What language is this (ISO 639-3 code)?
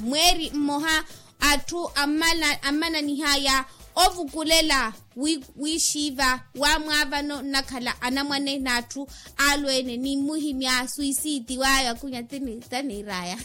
vmw